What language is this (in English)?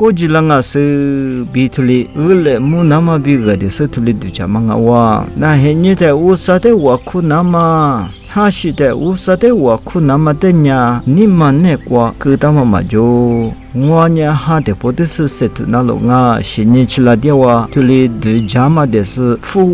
Lisu